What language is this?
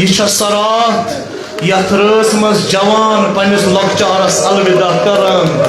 Kashmiri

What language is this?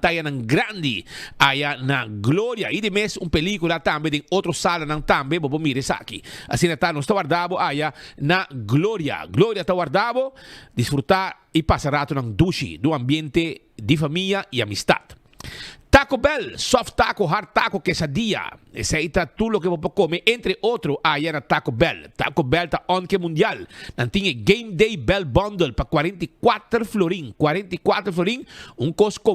Papiamento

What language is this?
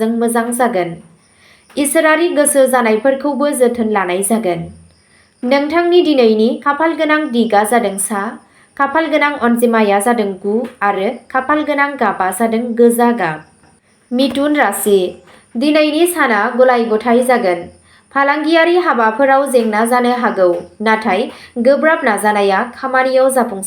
Bodo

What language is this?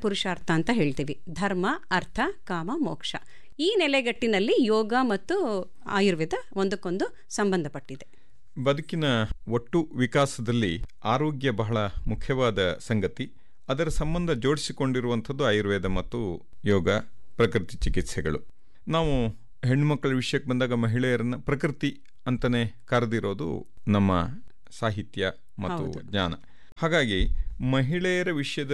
Kannada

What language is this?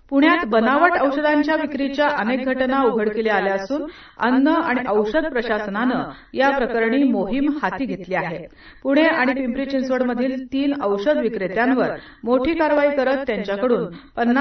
Marathi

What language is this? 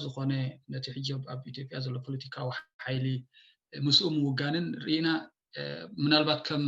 Tigrinya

